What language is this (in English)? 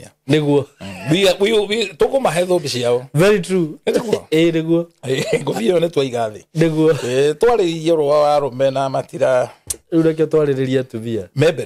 Kikuyu